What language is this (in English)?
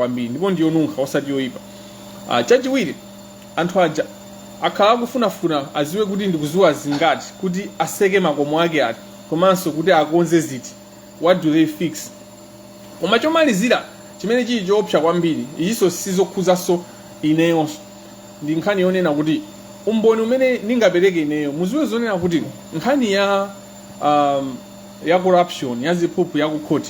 Nyanja